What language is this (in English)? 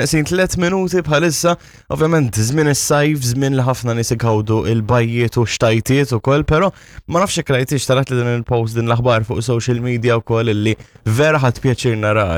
Maltese